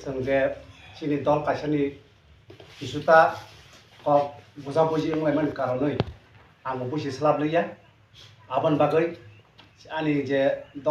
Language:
Kok Borok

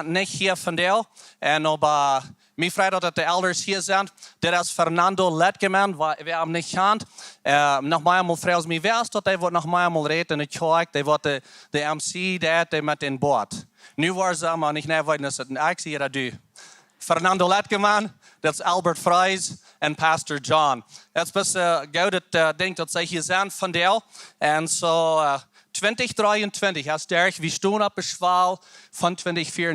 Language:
Plautdietsch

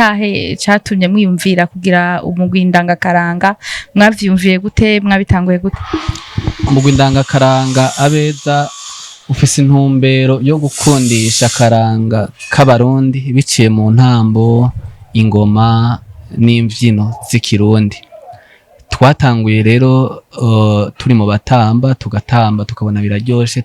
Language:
Rundi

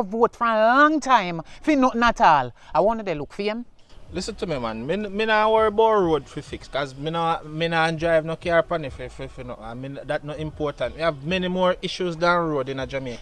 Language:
Jamaican Creole English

